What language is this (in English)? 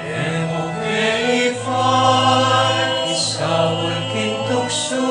Pampanga